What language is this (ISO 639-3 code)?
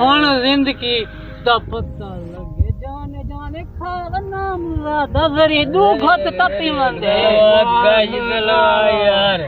skr